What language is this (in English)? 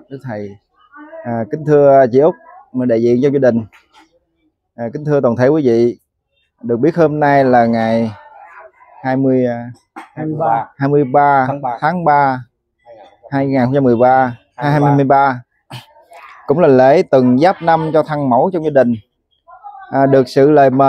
Vietnamese